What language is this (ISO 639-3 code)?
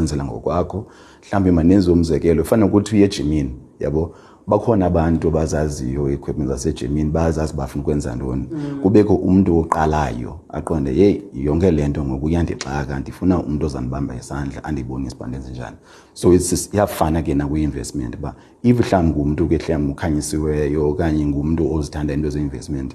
xho